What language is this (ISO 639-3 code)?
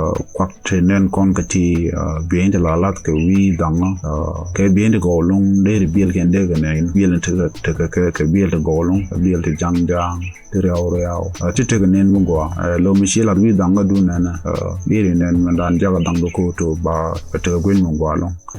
nus